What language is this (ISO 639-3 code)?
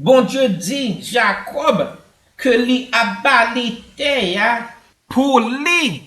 hat